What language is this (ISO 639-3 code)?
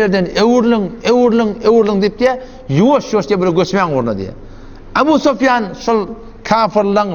tuk